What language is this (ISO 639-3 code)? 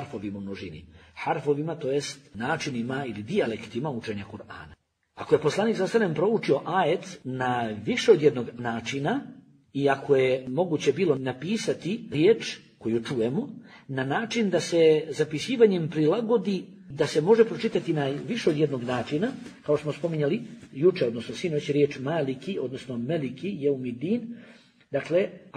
bos